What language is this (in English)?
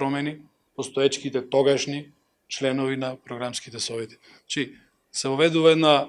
Macedonian